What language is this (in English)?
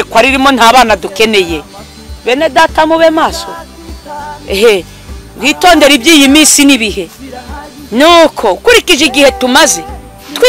Kinyarwanda